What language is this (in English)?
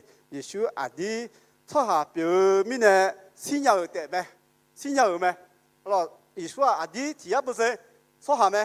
Akha